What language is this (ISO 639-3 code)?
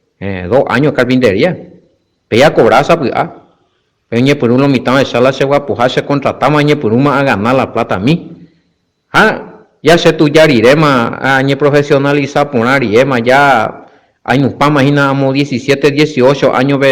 grn